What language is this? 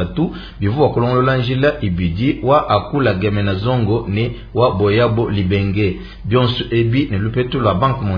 Luba-Lulua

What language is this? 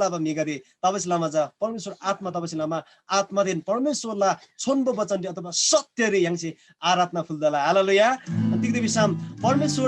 Eastern Tamang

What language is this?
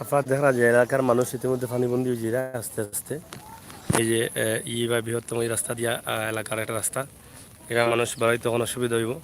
Sylheti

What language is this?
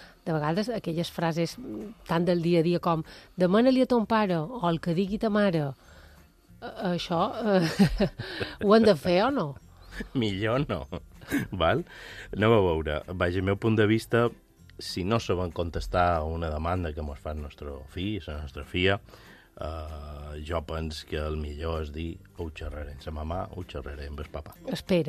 Catalan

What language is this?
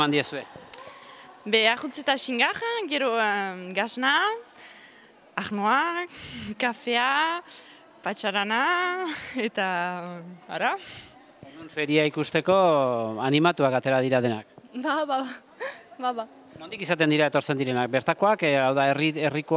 Basque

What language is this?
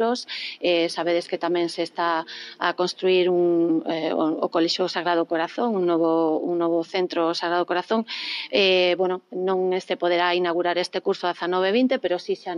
Galician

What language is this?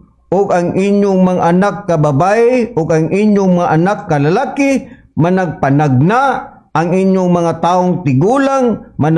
Cebuano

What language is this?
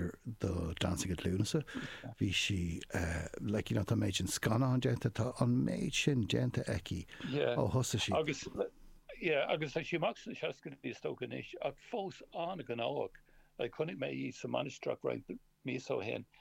Irish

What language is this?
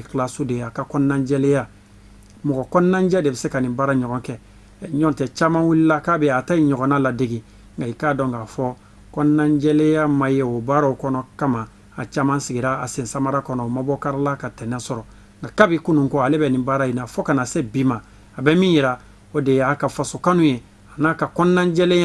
Bambara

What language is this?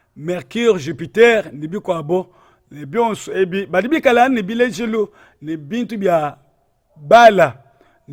Luba-Lulua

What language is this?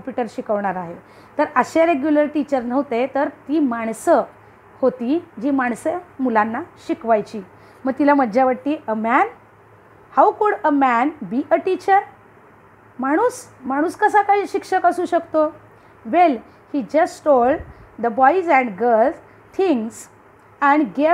Marathi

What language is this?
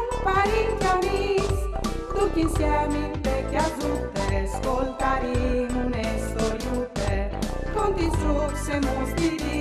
Friulian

